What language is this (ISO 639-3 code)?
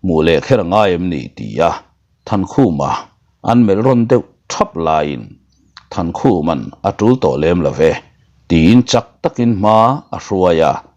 lus